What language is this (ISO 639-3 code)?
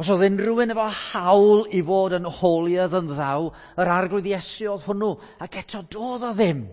cym